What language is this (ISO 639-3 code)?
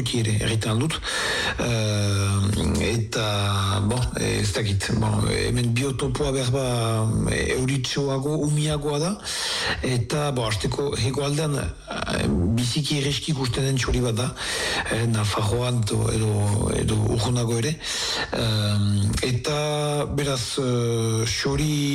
eus